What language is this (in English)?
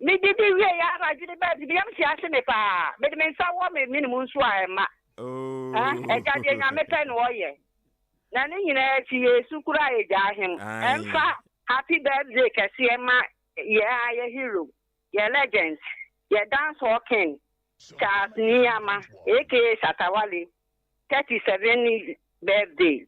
Akan